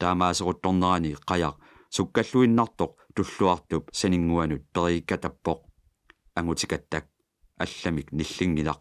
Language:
Kalaallisut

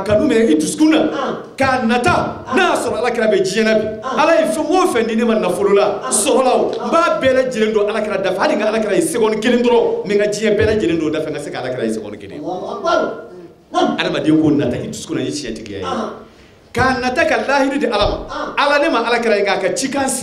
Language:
Bambara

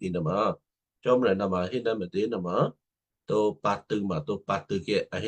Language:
Western Kayah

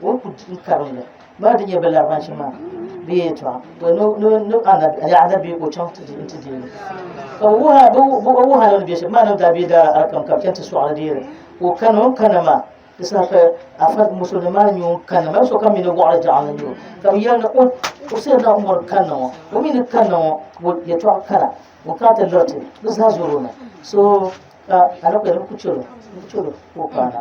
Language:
Dagbani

